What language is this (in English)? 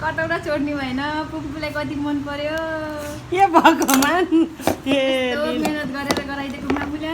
Nepali